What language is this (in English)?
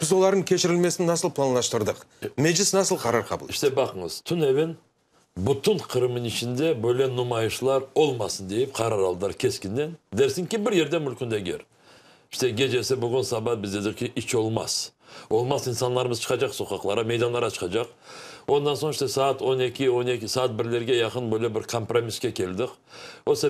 Crimean Tatar